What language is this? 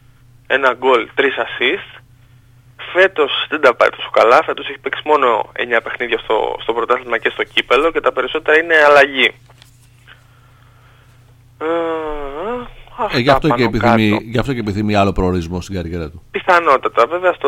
Greek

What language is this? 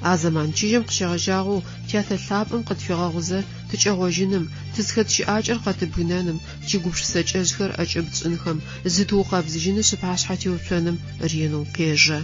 Adyghe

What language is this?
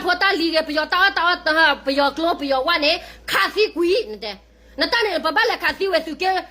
S'gaw Karen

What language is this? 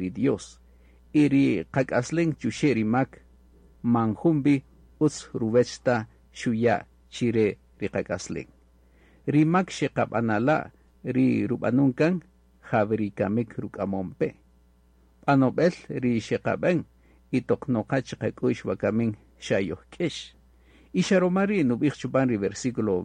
Kaqchikel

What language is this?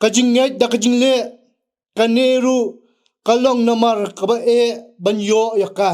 Khasi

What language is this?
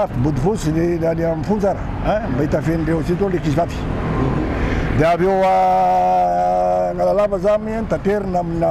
Malagasy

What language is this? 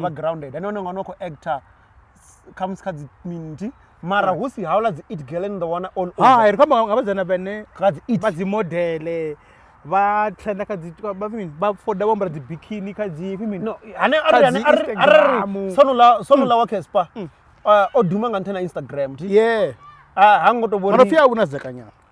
Venda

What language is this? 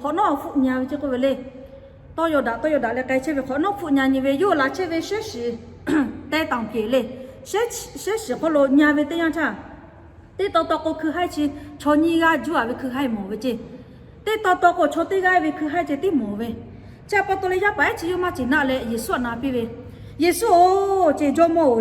Lahu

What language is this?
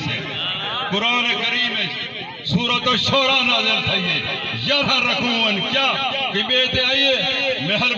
Saraiki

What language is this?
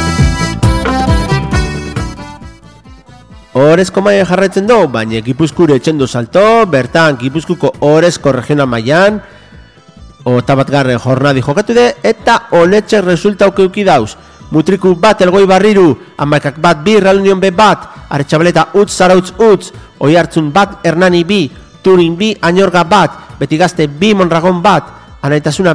Basque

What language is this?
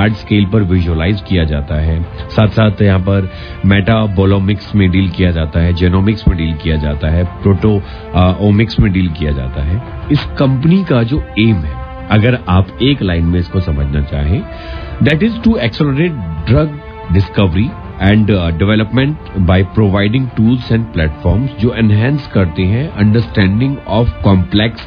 Hindi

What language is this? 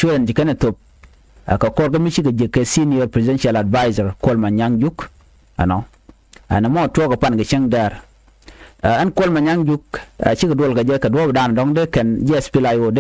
Nuer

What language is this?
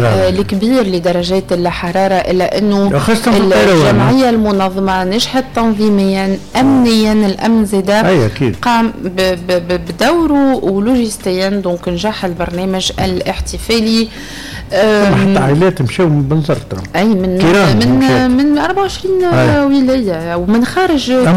Tunisian Arabic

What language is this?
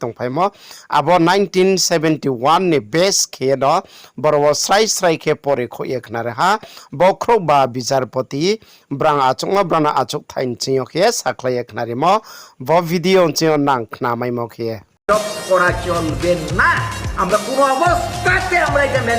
Riang (India)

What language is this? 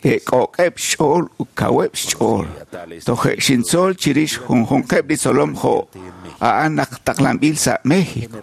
Kekchí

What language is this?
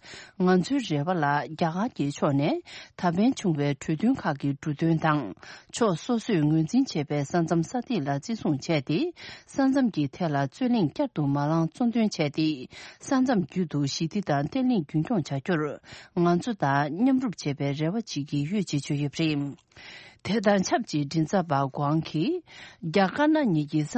Tibetan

